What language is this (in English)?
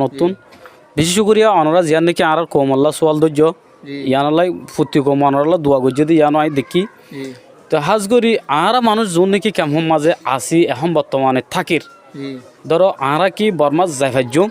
Rohingya